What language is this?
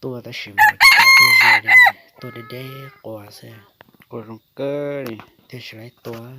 Hmong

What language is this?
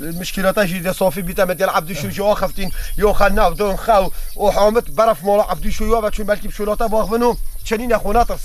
Kurdish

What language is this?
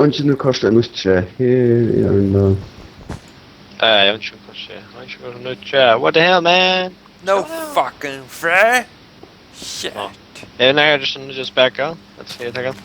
Faroese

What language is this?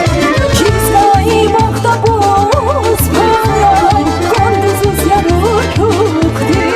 Tabassaran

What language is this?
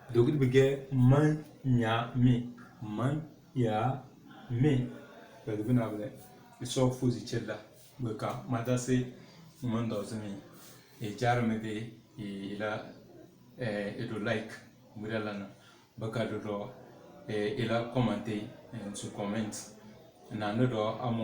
Tem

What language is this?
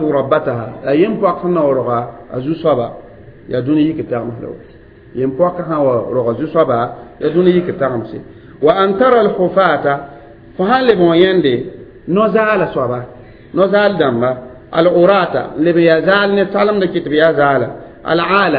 Mossi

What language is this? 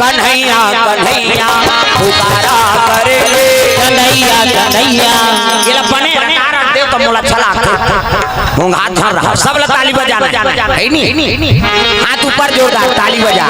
Chhattisgarhi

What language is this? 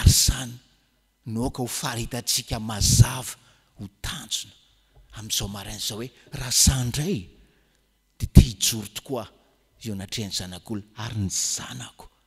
Malagasy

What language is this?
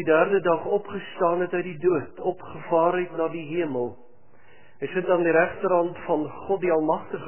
Afrikaans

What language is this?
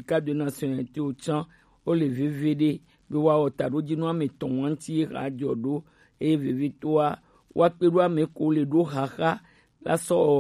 Gen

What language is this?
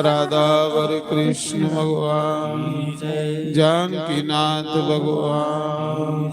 Dogri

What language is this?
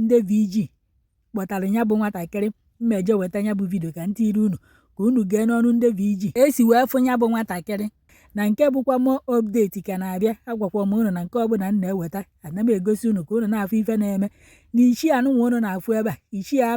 Igbo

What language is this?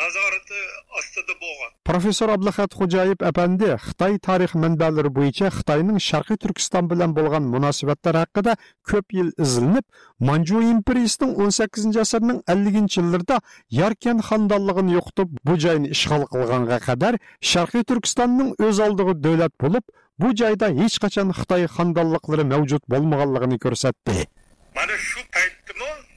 Uyghur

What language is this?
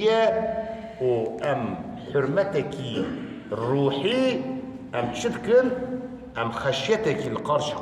Kurdish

